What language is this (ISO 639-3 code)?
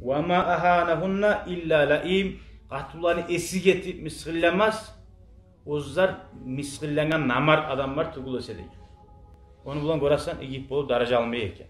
kum